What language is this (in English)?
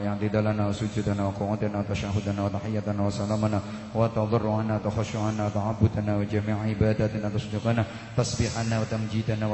Javanese